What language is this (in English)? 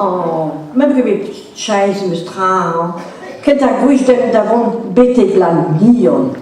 Breton